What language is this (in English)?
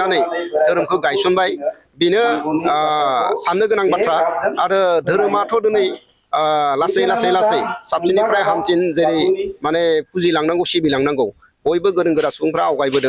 Bodo